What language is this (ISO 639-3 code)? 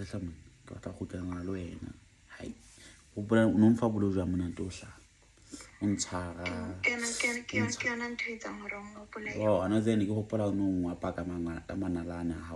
sot